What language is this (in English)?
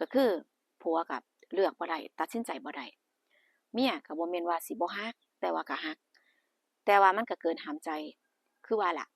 Northeastern Thai